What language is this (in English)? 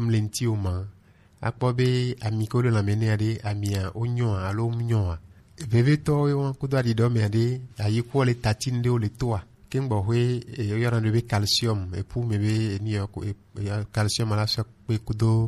Gen